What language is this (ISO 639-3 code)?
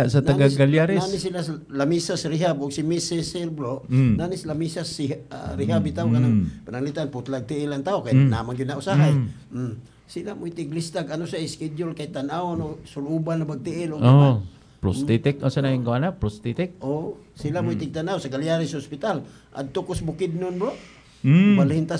ceb